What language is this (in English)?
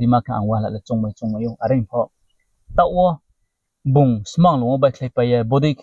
Riang (India)